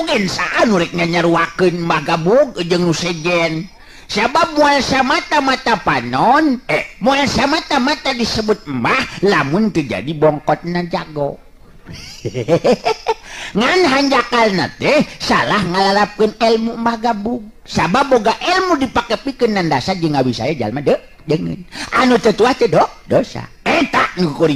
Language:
Sundanese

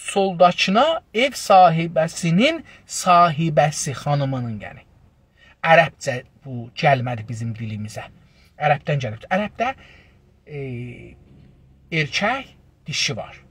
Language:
South Azerbaijani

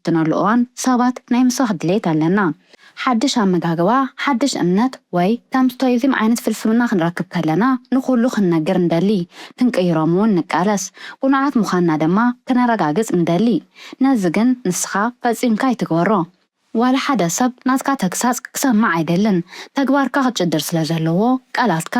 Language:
Tigrinya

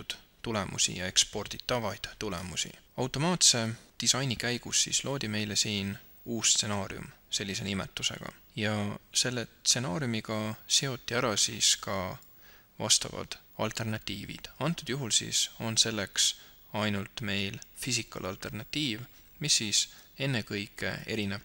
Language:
Estonian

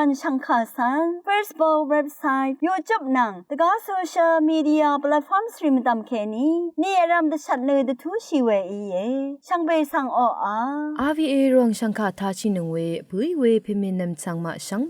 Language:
Rawang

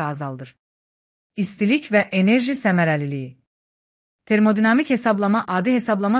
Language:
Azerbaijani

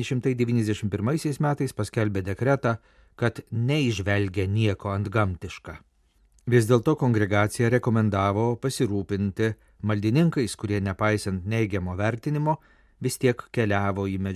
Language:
Lithuanian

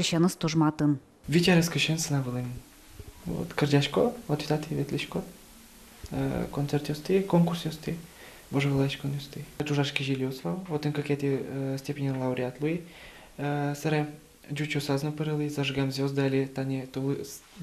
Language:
Udmurt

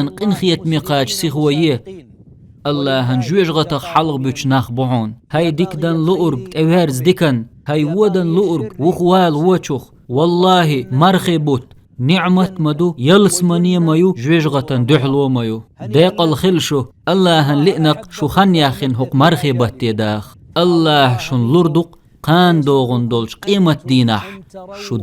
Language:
Chechen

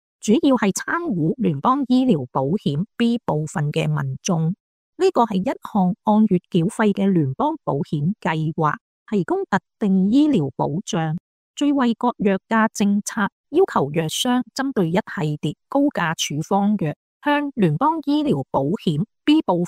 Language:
Cantonese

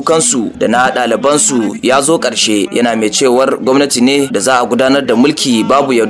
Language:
Hausa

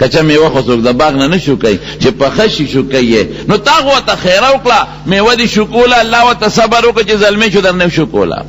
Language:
Pashto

